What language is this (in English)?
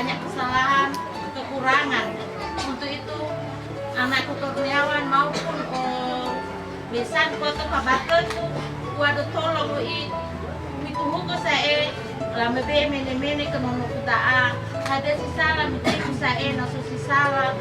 Nias